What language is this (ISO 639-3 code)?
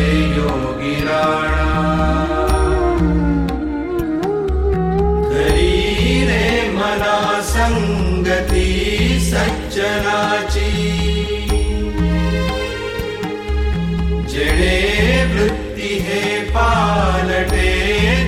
mar